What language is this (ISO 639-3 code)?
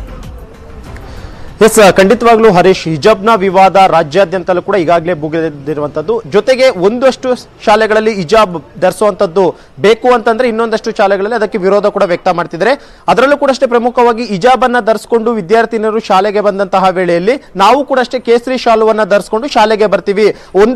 kan